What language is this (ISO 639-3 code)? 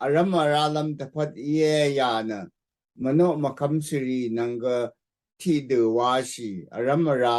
raw